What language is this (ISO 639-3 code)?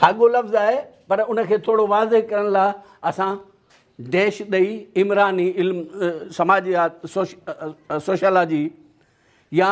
snd